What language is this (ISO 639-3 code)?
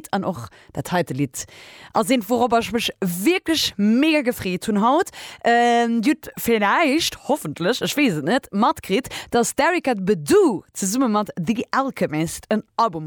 ltz